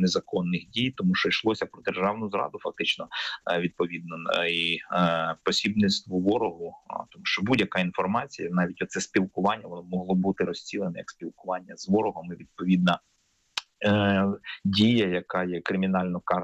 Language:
Ukrainian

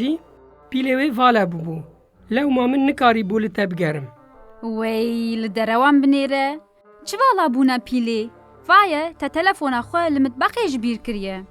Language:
Kurdish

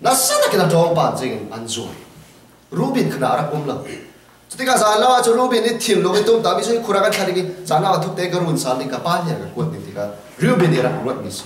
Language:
Falam Chin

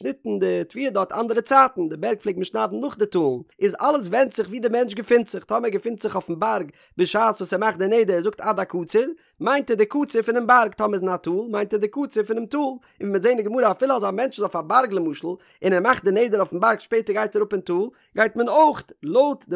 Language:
Yiddish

